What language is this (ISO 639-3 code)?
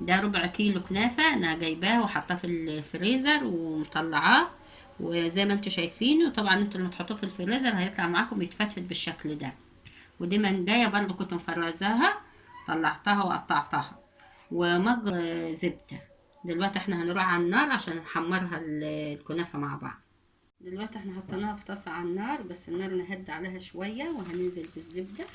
arz